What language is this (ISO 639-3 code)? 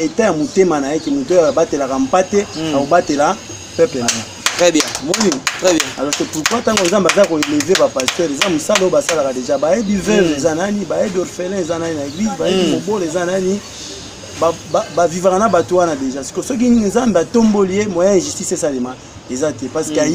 lin